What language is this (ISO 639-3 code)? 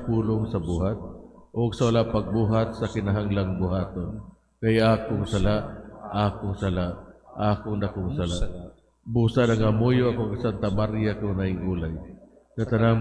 ceb